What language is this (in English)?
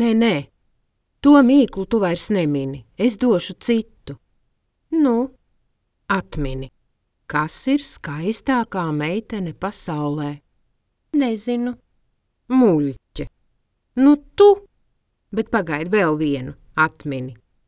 Latvian